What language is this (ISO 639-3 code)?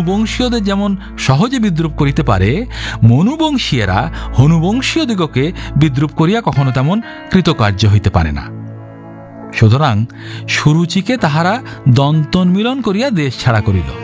ben